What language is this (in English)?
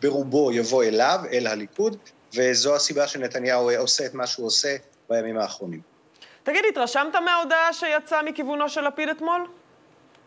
Hebrew